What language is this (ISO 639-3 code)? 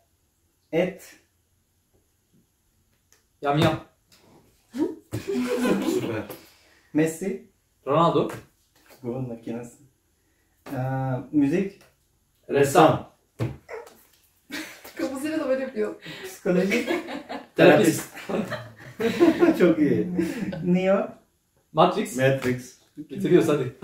tur